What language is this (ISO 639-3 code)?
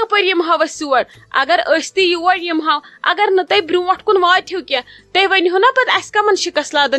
kas